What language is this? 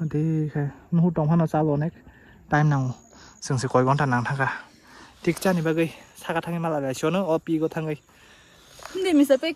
Kok Borok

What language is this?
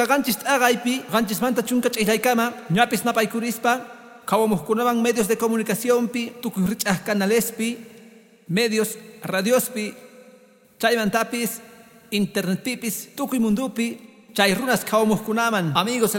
Quechua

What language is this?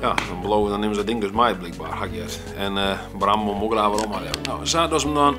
Western Frisian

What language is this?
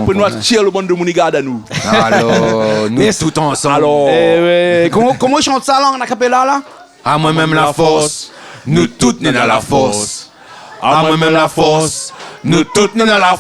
Réunion Creole French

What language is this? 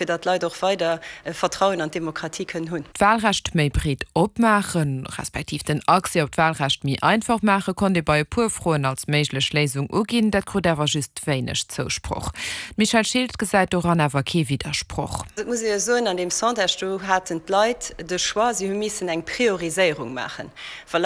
Luxembourgish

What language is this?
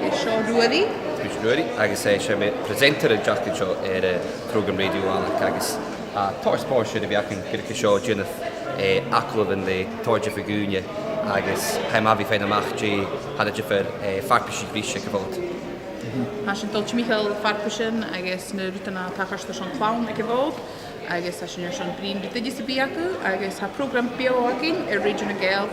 Scottish Gaelic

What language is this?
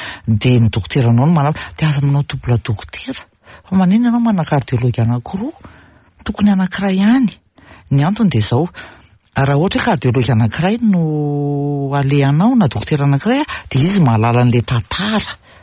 Malagasy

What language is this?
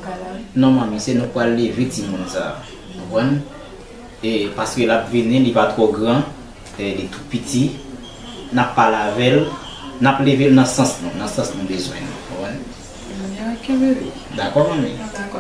Haitian Creole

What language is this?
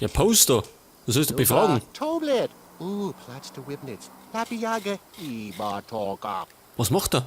Bavarian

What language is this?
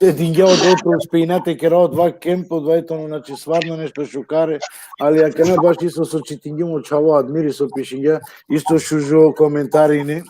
Balkan Romani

